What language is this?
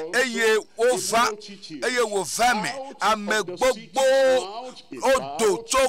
Ewe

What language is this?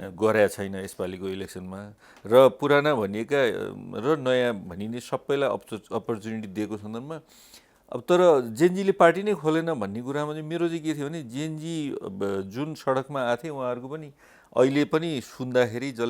Nepali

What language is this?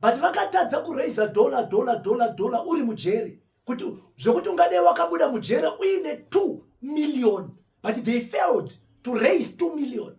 Shona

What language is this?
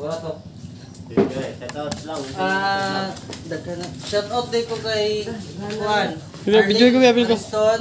Cebuano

